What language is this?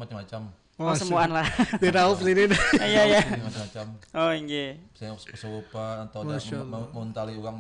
Banjar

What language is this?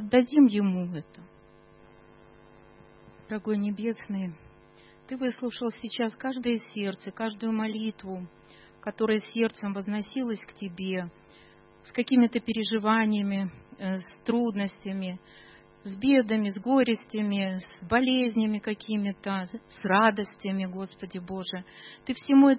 Russian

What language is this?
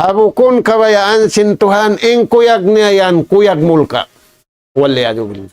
Tausug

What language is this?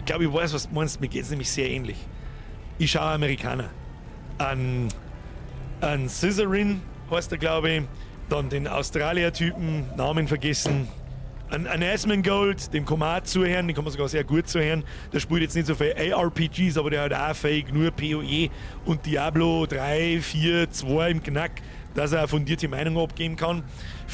Bavarian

